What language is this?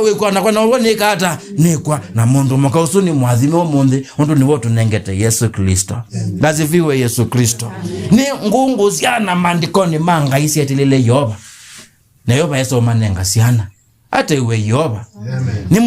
Kamba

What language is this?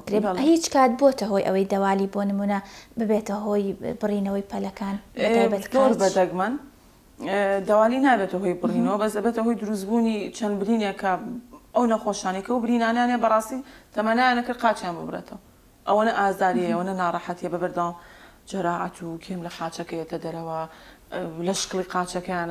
Central Kurdish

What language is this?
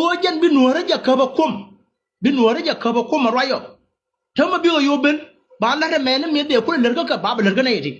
Nuer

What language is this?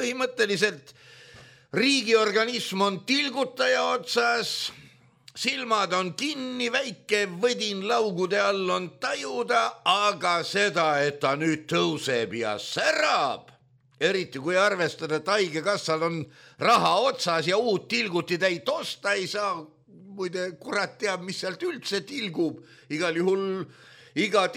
Estonian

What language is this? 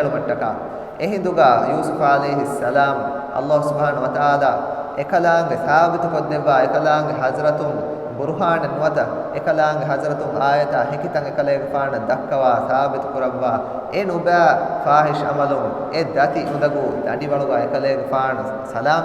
Divehi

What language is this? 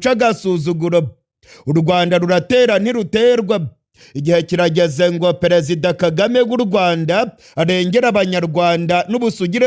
Kinyarwanda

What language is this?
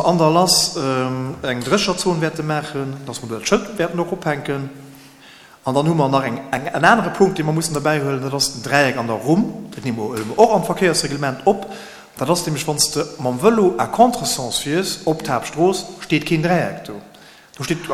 Luxembourgish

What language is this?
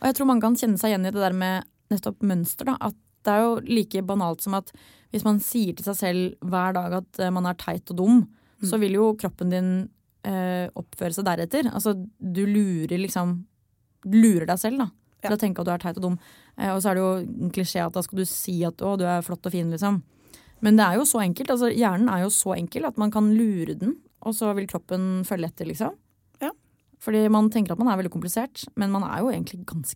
Norwegian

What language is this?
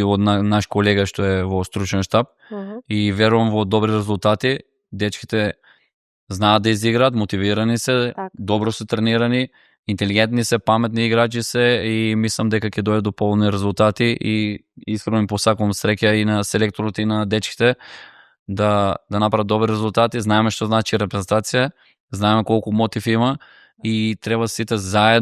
Macedonian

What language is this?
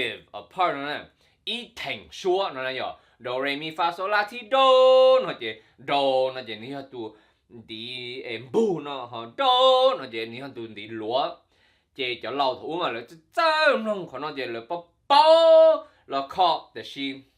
Hmong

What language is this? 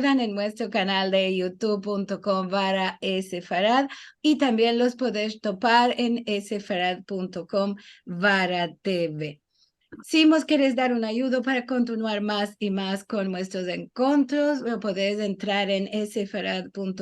Ladino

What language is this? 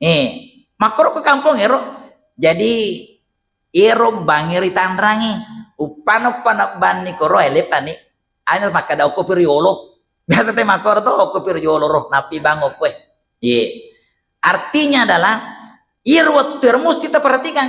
Buginese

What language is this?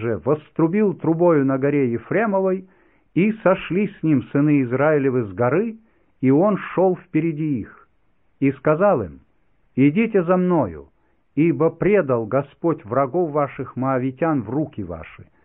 Russian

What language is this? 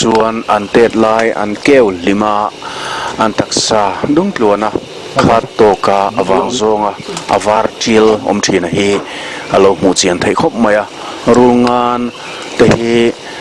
Mizo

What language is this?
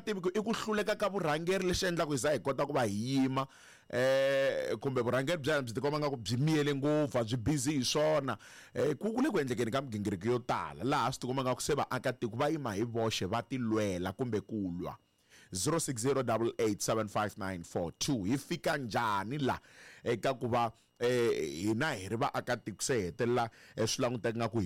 Tsonga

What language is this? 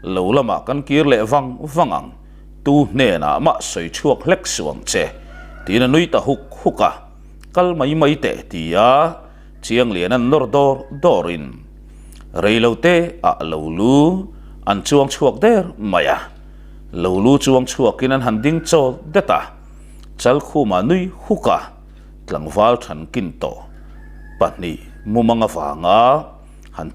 Mizo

